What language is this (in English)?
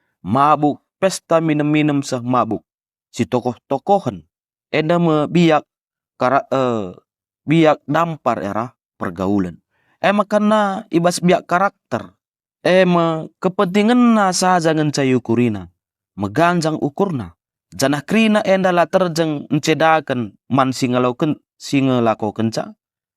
Batak Karo